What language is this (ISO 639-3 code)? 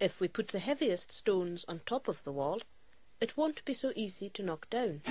gla